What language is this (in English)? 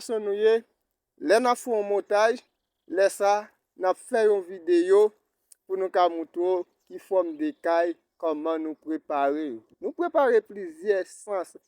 Haitian Creole